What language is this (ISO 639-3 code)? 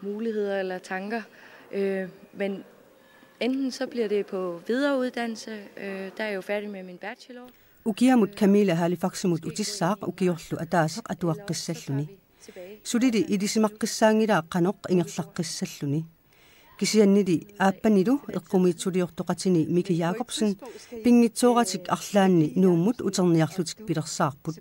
kal